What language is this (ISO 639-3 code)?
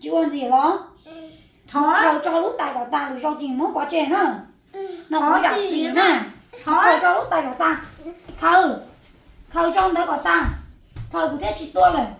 hmn